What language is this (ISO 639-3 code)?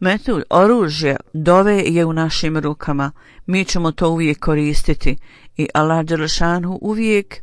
bos